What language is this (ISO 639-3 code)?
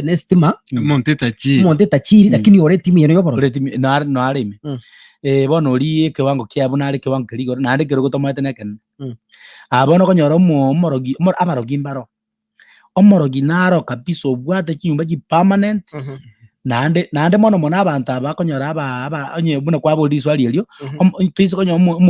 guz